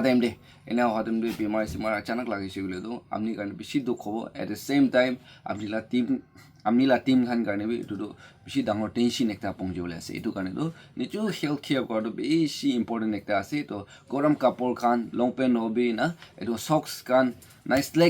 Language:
Naga Pidgin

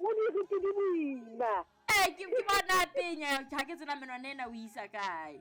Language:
Southern Sotho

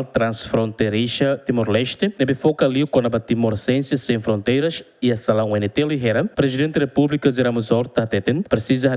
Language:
Tetum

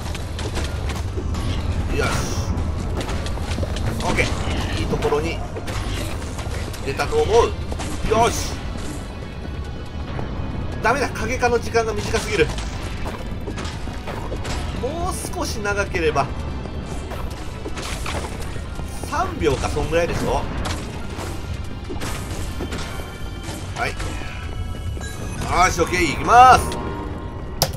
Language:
Japanese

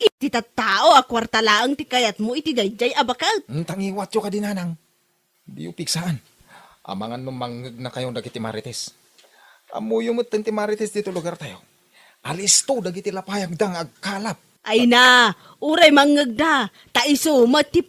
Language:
Iloko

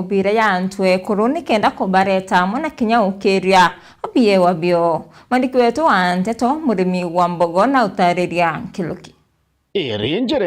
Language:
Meru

